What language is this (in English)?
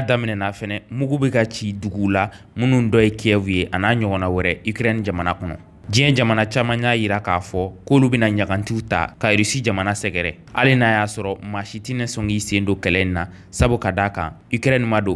Bambara